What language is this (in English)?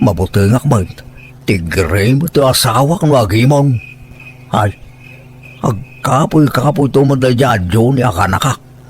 Iloko